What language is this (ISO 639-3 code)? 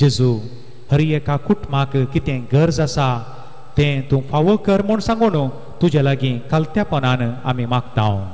kok